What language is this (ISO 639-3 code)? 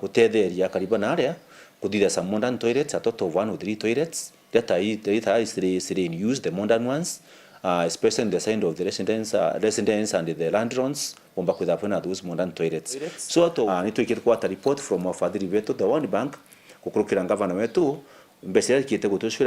mer